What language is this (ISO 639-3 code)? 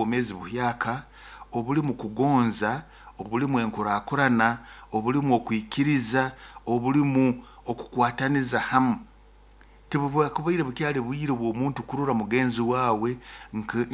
nyo